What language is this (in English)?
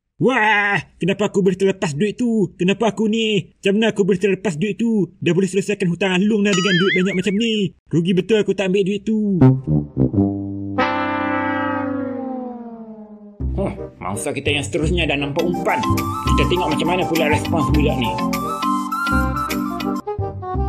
Malay